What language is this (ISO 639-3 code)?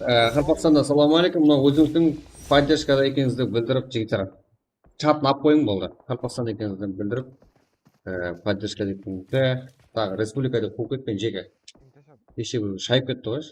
kaa